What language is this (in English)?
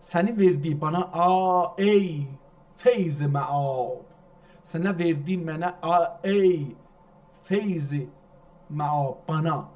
South Azerbaijani